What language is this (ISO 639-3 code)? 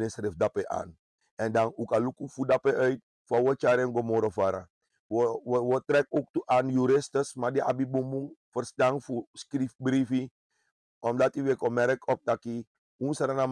srn